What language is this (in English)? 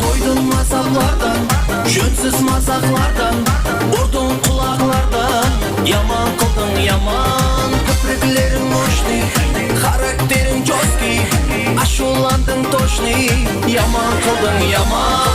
Kara-Kalpak